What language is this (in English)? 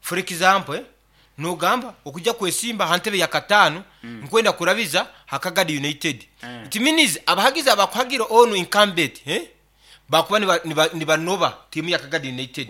Nyankole